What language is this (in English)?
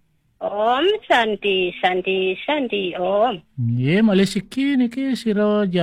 Balinese